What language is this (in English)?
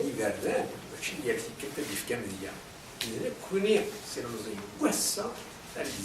Kabyle